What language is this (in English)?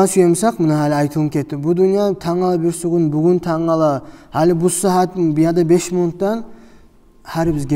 Kumyk